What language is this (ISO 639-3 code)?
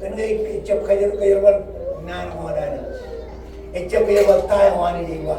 mah